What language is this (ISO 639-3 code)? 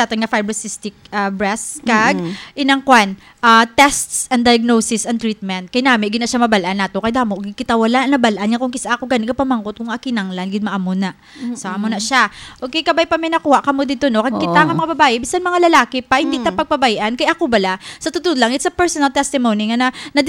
hil